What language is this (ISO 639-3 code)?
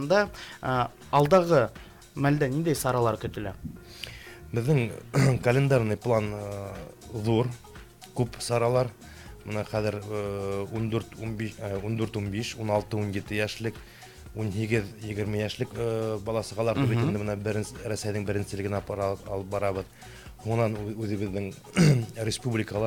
bak